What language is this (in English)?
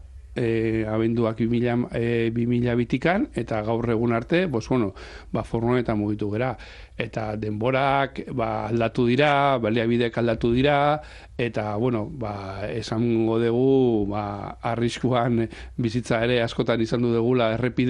Basque